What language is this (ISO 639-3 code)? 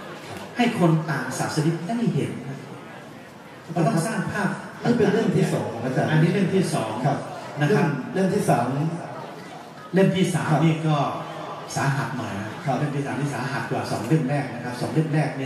tha